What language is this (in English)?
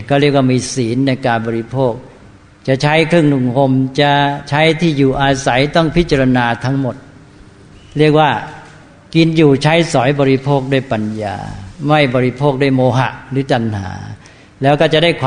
Thai